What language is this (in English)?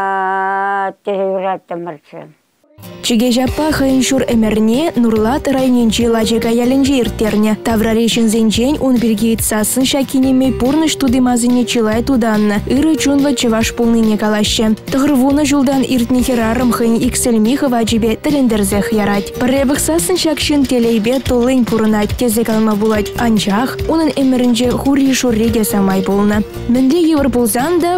Chuvash